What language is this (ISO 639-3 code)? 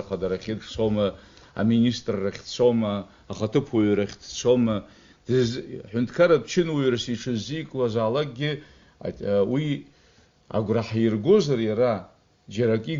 abk